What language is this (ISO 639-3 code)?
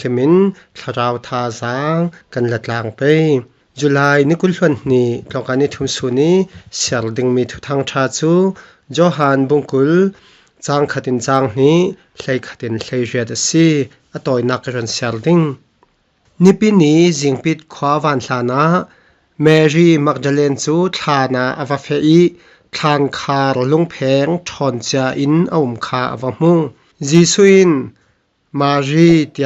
cfm